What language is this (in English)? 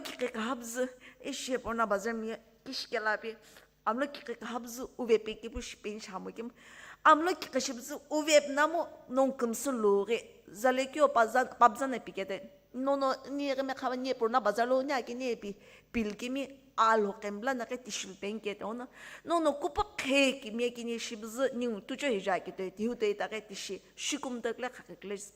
Sumi Naga